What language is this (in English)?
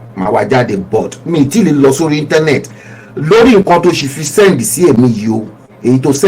Yoruba